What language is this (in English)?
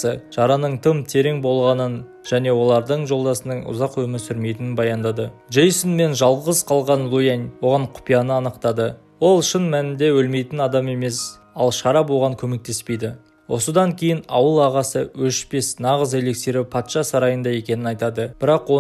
Kazakh